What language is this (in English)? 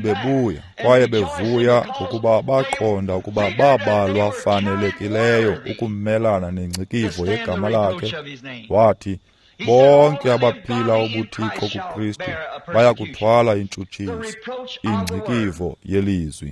Xhosa